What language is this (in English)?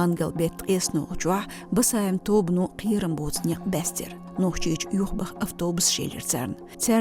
Chechen